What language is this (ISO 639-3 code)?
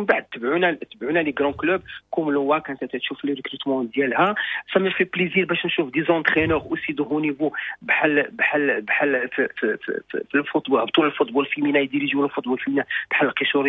ary